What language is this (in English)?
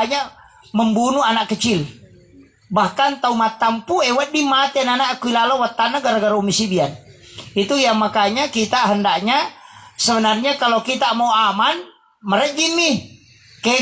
Buginese